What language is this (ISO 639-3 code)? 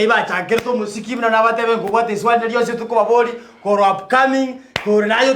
guz